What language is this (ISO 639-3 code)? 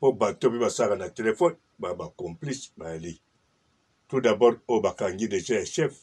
lin